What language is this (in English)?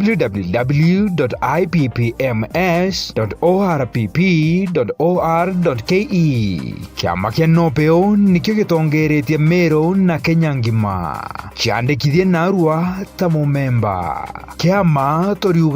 Meru